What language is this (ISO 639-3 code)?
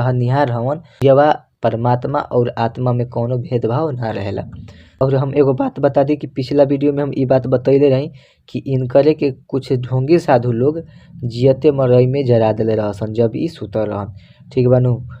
bho